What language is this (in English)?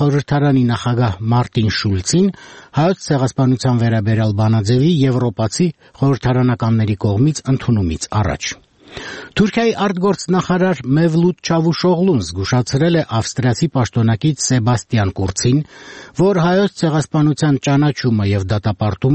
Armenian